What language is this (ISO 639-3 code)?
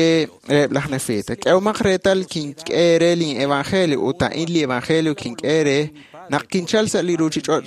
kek